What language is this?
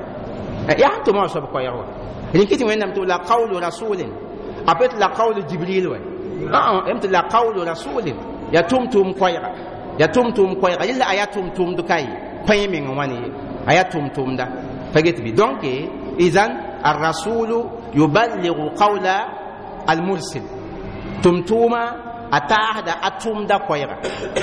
Mossi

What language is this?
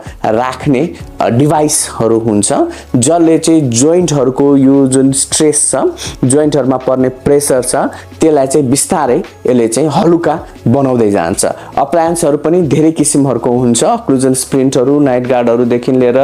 Nepali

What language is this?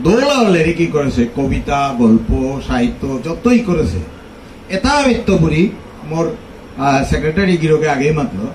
Bishnupriya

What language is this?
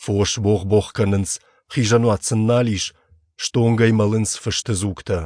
Ossetic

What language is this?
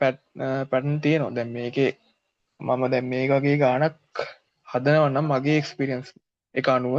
Sinhala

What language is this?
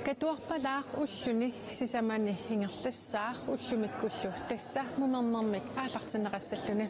Kalaallisut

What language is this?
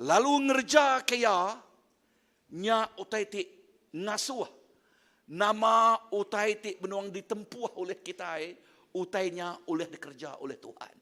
Iban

